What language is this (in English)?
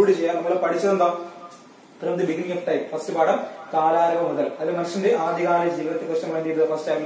Malayalam